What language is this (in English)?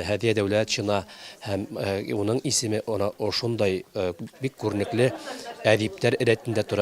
Bashkir